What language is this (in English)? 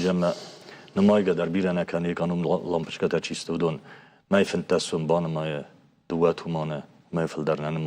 Ossetic